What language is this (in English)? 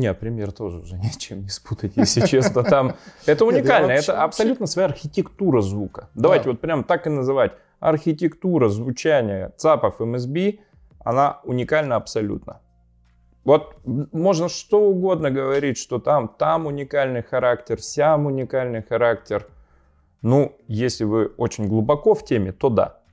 Russian